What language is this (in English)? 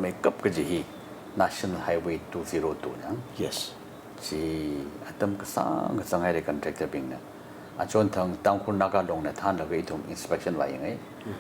Tangkhul Naga (India)